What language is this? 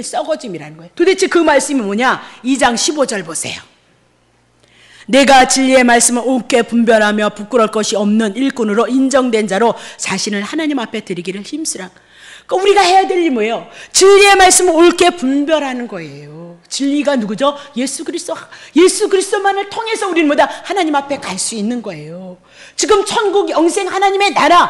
Korean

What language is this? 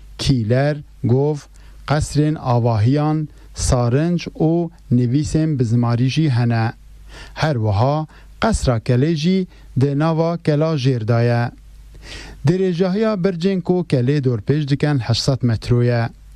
Kurdish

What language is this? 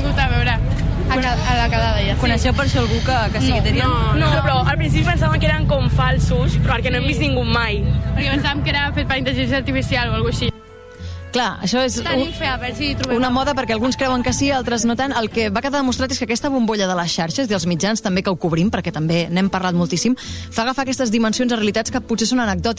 Catalan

